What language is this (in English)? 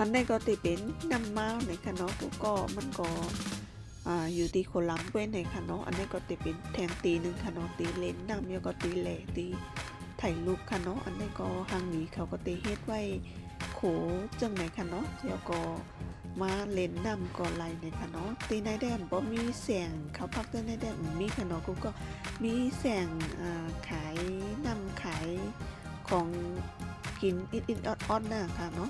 Shan